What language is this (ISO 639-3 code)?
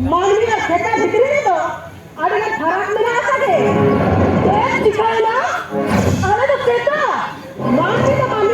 sat